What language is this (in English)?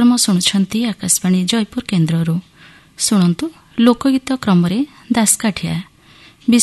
Odia